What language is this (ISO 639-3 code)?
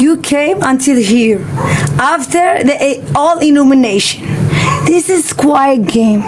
jam